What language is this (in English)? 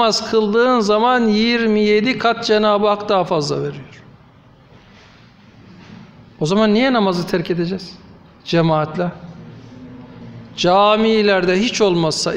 Turkish